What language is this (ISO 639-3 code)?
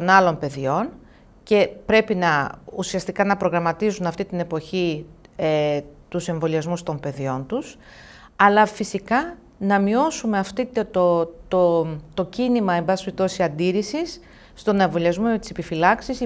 ell